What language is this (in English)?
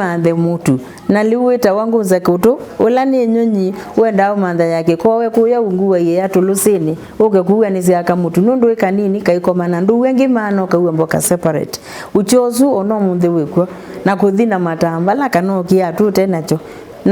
Kamba